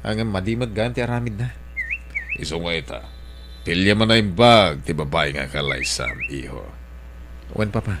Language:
Iloko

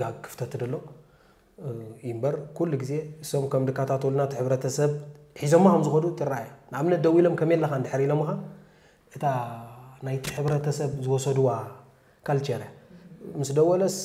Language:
Tigrinya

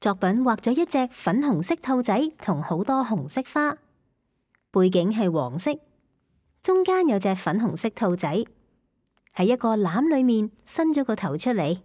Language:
Cantonese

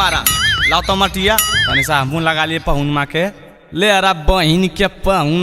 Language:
Magahi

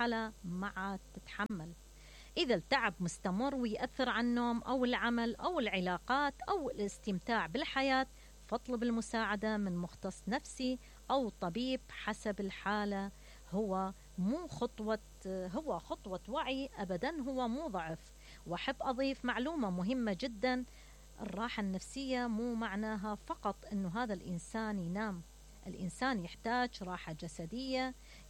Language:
Mesopotamian Arabic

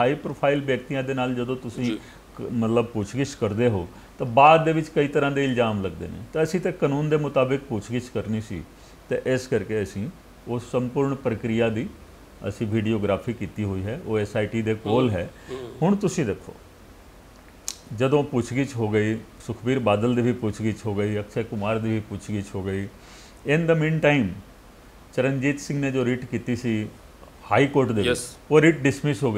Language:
Punjabi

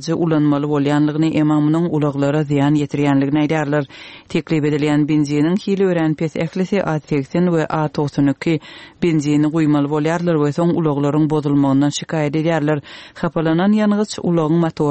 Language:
Turkmen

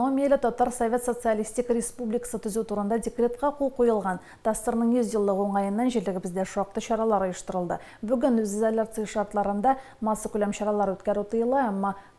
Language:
Tatar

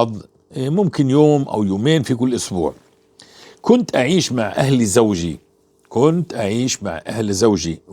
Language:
North Levantine Arabic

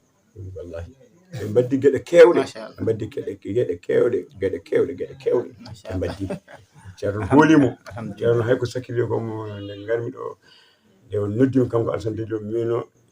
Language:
Fula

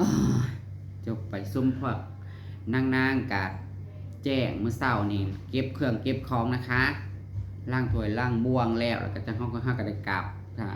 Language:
Northeastern Thai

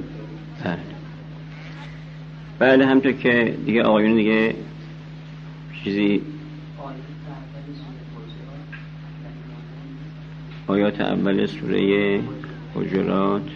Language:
Persian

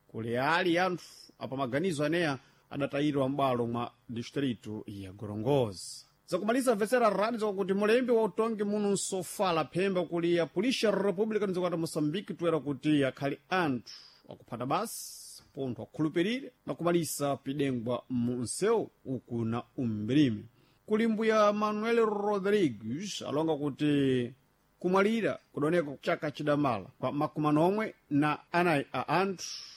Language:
Sena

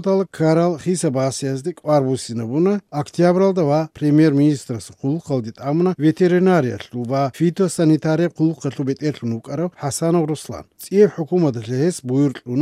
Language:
Avaric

